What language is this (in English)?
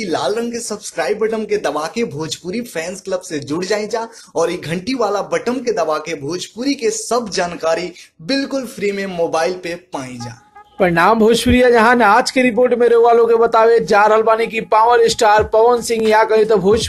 Bhojpuri